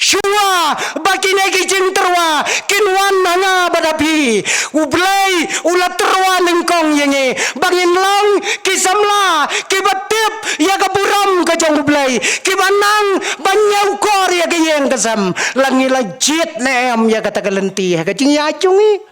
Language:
Khasi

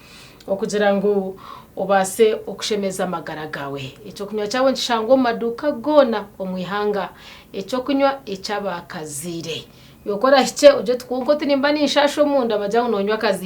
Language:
Nyankole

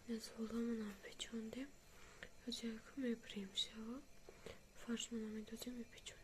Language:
Tajik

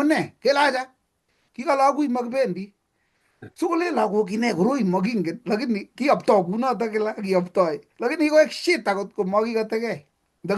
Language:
Kalenjin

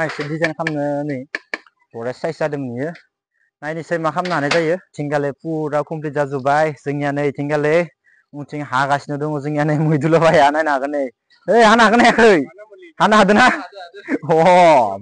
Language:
Bodo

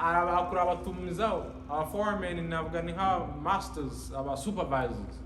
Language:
Kinyarwanda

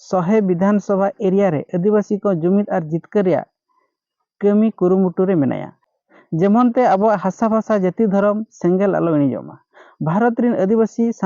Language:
Santali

